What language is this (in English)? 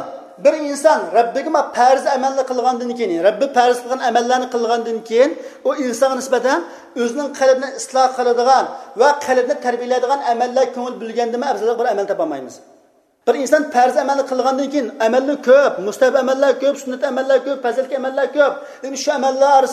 Uyghur